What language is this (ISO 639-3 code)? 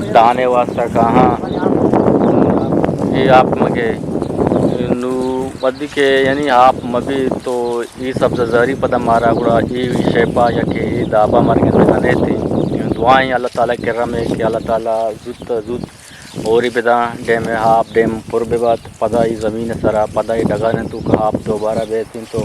bgp